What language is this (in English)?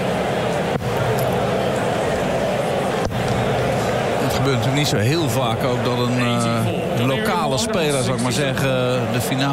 Dutch